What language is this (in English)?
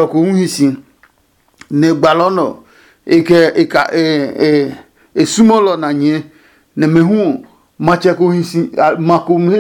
Adangme